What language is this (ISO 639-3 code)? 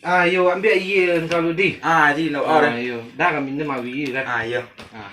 min